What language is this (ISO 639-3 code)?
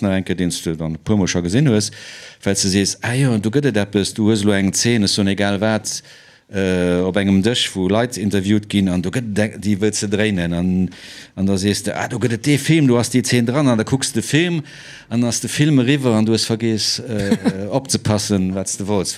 ltz